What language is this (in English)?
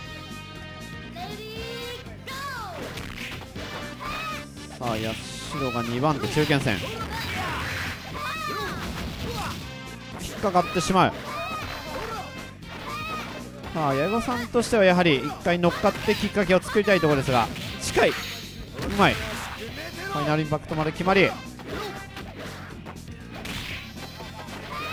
Japanese